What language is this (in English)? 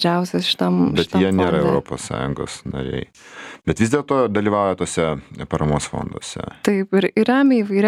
Lithuanian